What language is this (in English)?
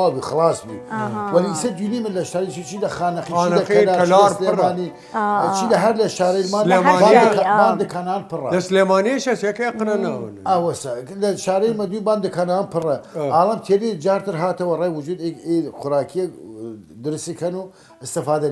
Southern Kurdish